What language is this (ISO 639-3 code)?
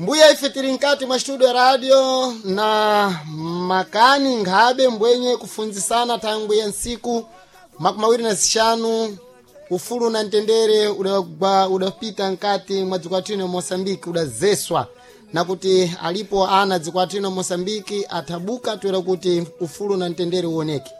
seh